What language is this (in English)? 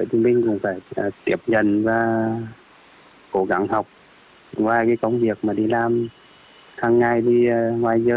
Vietnamese